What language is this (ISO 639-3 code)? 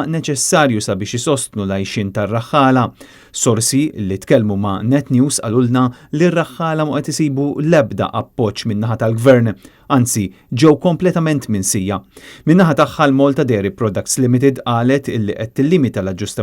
mlt